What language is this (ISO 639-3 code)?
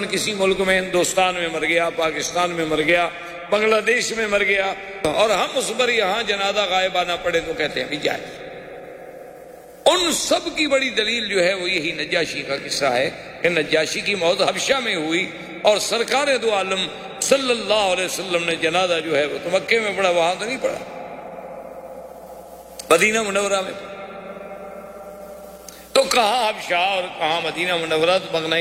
urd